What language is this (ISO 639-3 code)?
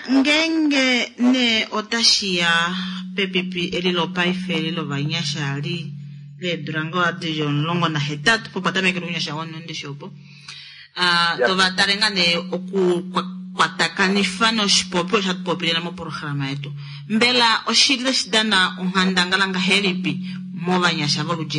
kua